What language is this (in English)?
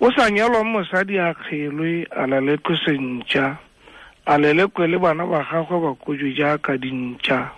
Tswana